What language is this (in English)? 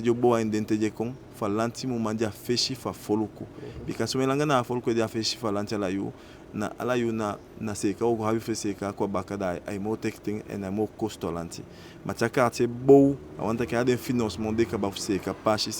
Eastern Maroon Creole